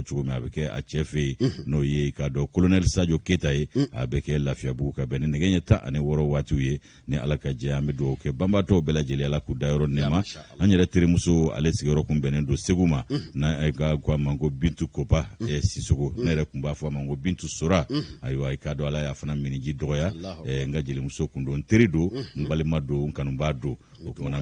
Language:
Bambara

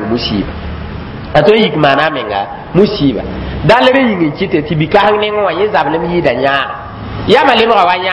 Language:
Mossi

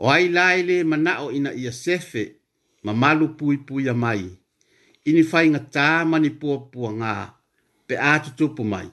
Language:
Samoan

